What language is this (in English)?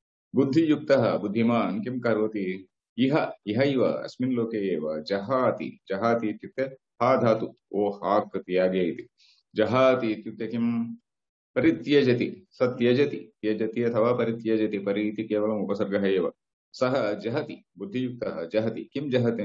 Sanskrit